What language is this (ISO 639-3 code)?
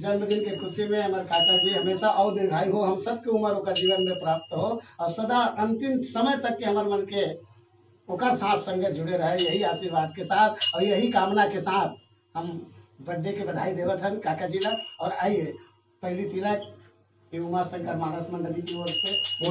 hne